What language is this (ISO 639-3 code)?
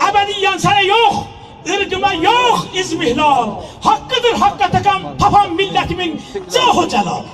azb